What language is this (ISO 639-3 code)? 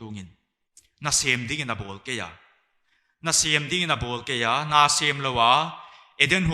pck